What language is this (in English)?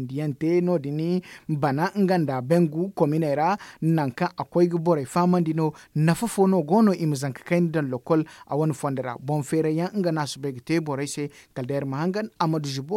Zarma